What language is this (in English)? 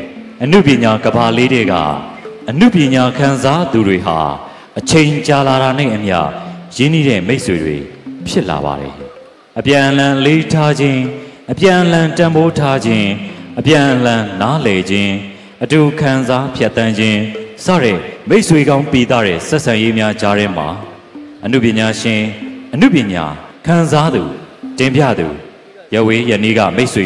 Burmese